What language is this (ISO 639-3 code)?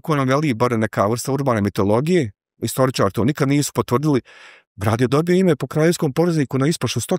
bos